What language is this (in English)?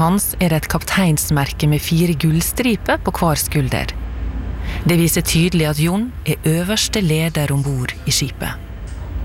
Norwegian